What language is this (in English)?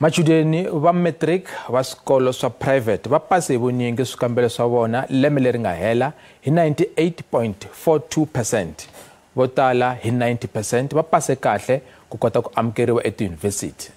Tsonga